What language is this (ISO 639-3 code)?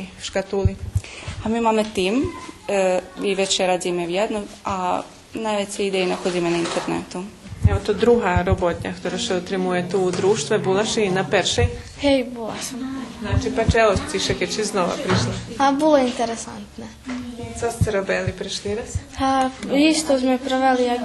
rue